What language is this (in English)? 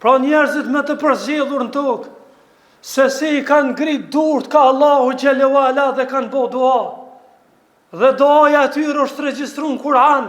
Albanian